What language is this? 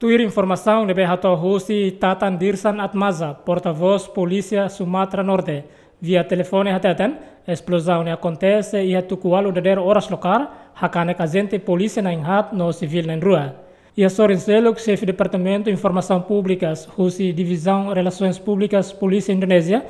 Tetum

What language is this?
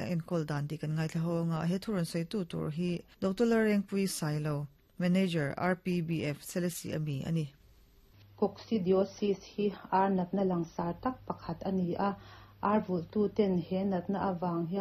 Mizo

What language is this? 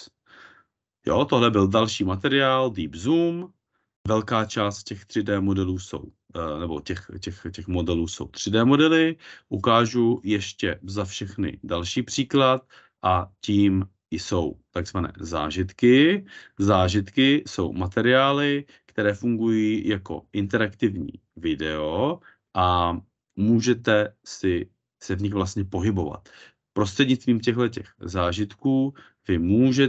Czech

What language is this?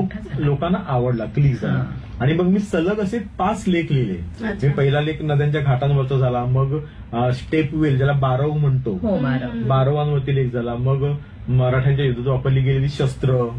Marathi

